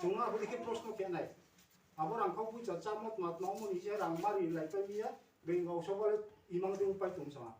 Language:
Riang (India)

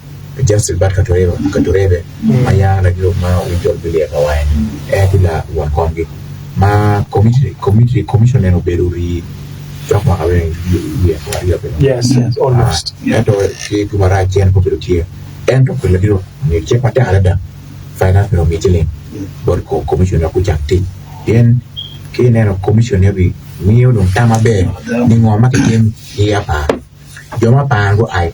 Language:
Acoli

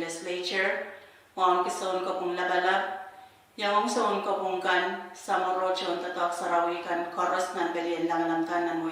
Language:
Pohnpeian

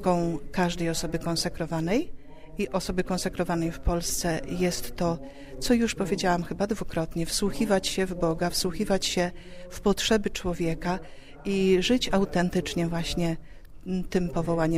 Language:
Polish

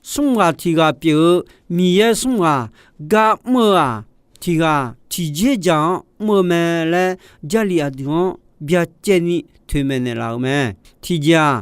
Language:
Akha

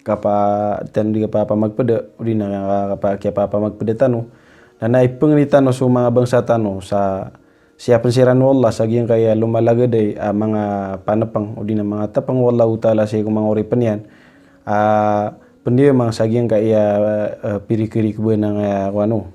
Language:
Maranao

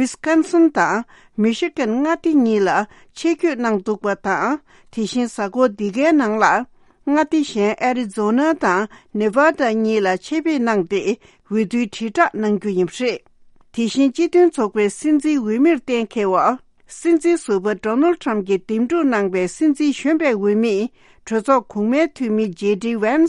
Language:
Tibetan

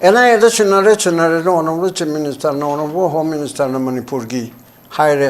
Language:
Manipuri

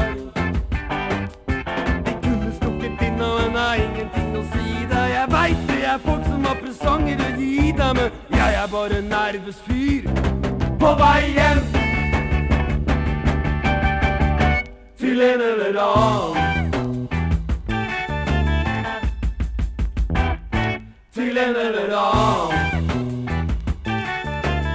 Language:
Norwegian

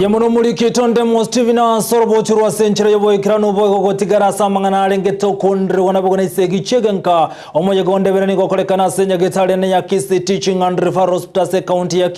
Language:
Gusii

